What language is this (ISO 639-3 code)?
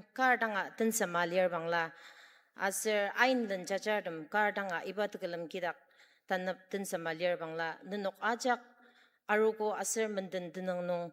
njo